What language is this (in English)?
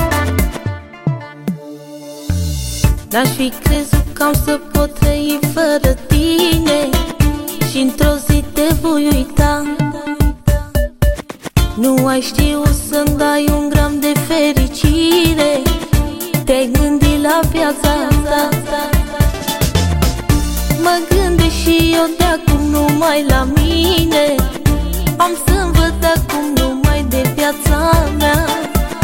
Romanian